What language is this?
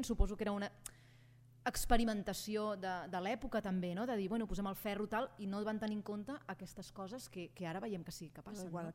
Catalan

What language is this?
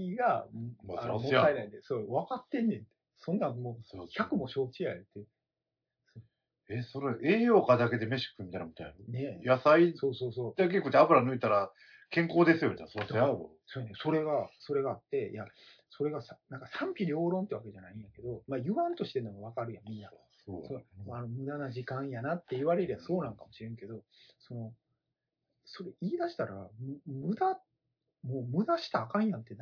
Japanese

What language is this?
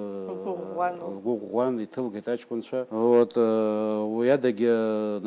Abkhazian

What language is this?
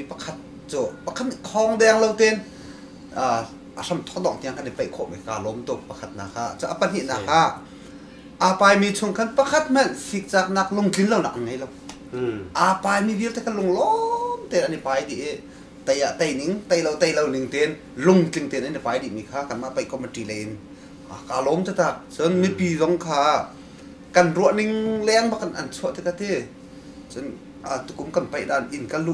Hakha Chin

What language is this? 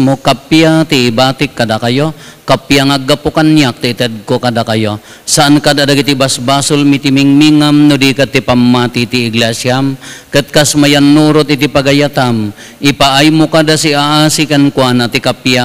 Iloko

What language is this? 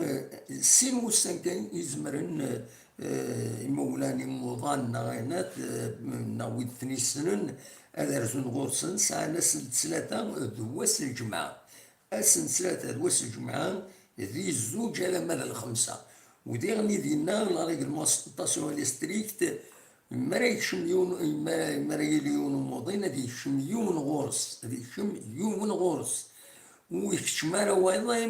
Kabyle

